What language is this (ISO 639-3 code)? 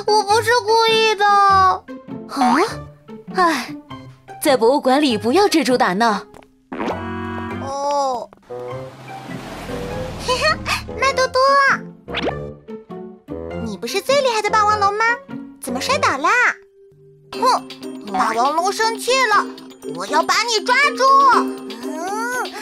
zho